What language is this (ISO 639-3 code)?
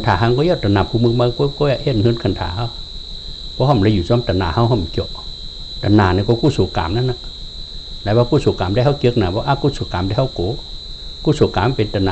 shn